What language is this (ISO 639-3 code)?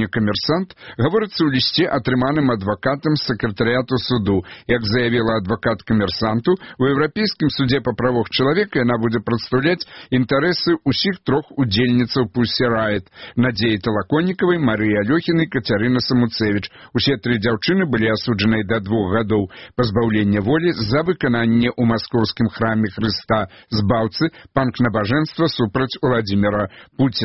bel